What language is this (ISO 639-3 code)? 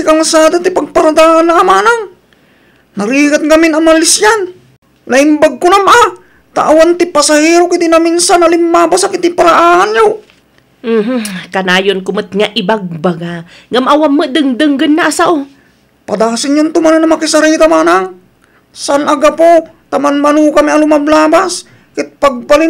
ilo